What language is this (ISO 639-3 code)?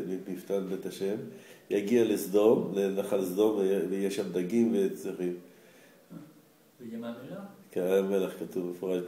heb